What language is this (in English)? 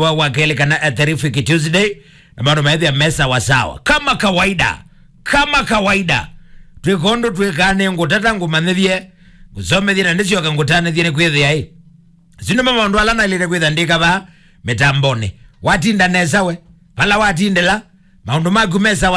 Kamba